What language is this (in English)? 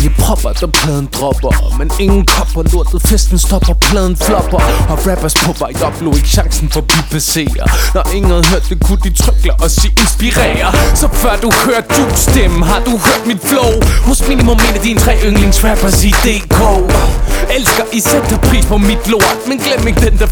Danish